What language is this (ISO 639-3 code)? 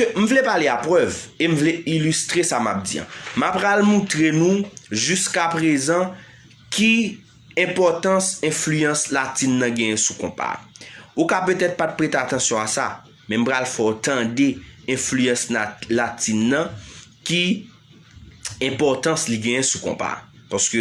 hat